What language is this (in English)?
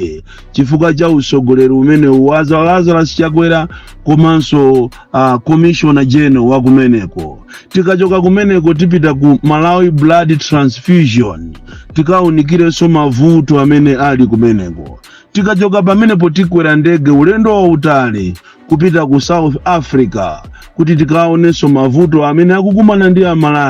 Nyanja